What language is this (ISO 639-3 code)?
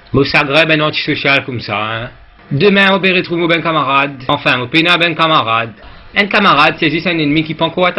mfe